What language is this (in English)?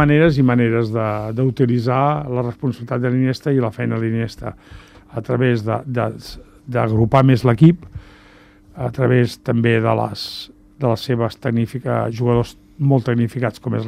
Catalan